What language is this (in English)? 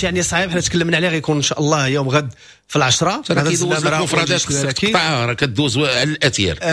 Moroccan Arabic